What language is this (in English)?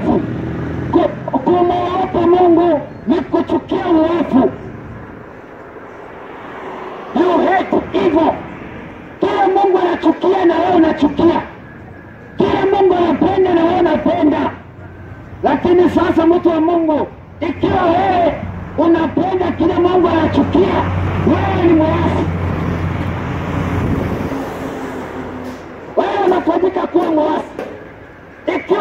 Swahili